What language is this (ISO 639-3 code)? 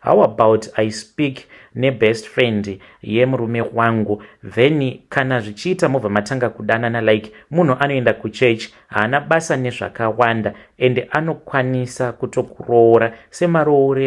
sna